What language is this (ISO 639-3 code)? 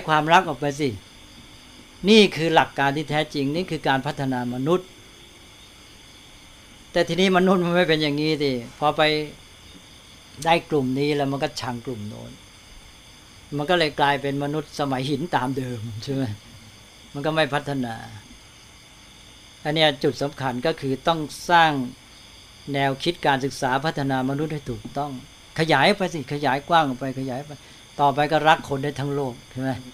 tha